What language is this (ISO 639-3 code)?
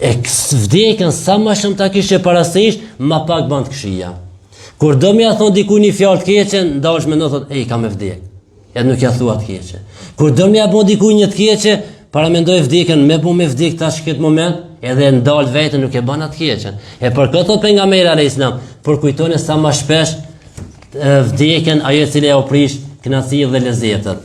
sqi